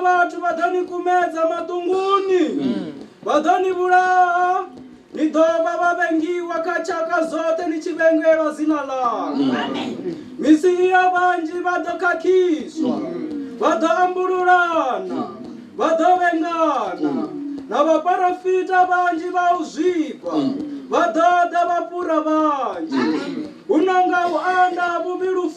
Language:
Venda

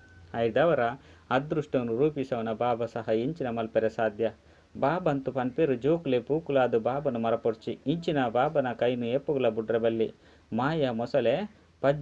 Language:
Tulu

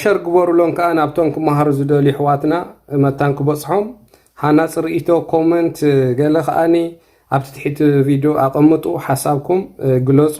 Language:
Tigrinya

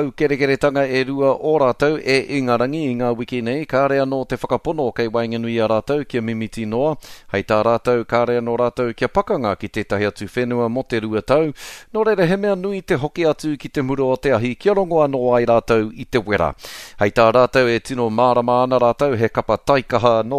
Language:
Māori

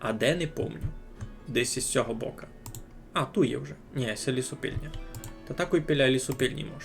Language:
Rusyn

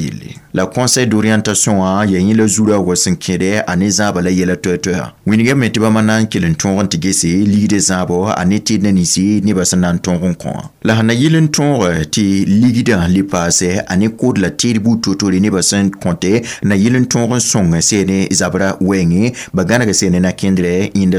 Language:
Mossi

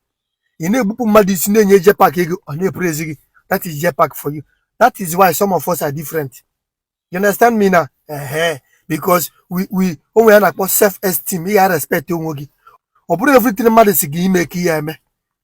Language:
Igbo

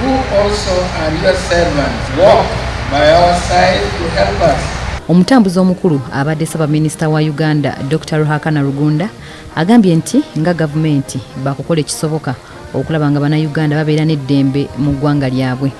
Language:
Ganda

